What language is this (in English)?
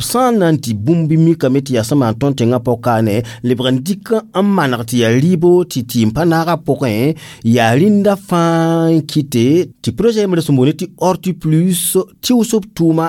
Mossi